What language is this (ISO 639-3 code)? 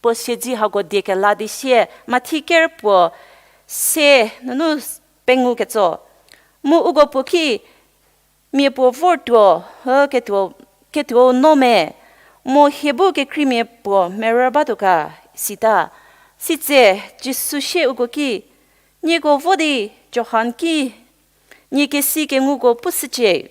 njm